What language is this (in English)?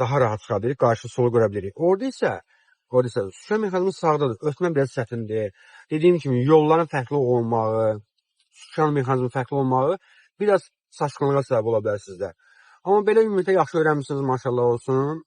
Azerbaijani